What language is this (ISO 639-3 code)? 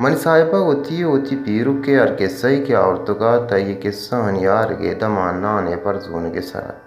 bal